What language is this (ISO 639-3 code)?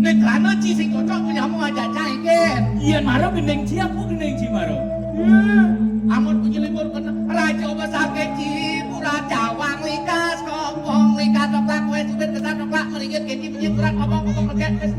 ban